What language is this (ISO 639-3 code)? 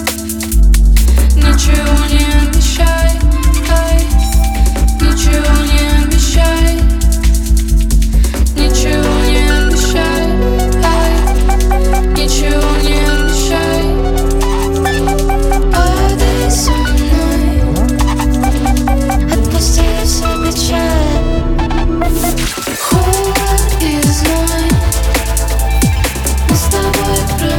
rus